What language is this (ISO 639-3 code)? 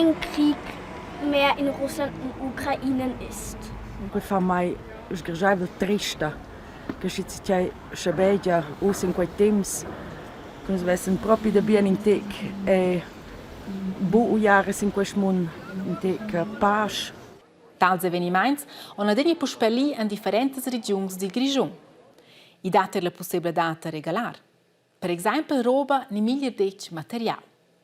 roh